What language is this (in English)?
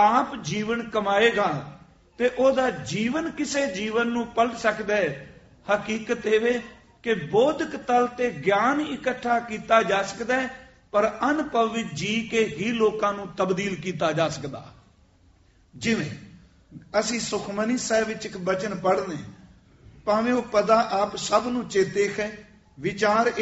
Punjabi